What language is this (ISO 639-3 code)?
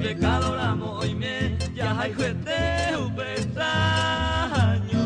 grn